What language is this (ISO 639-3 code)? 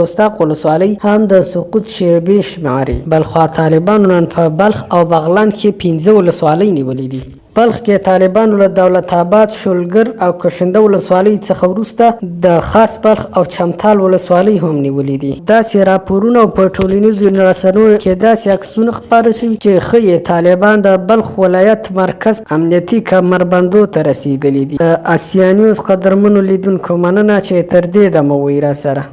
pus